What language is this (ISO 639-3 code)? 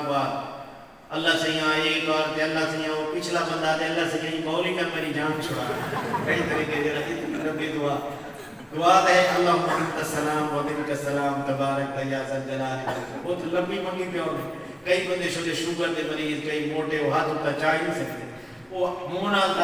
skr